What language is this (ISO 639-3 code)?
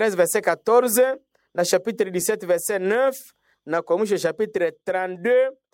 swa